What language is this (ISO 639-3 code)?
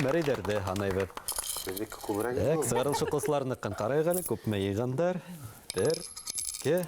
bak